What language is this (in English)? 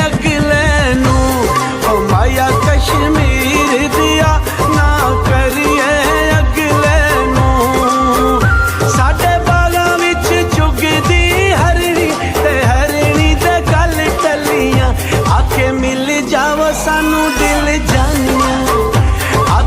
Pahari-Potwari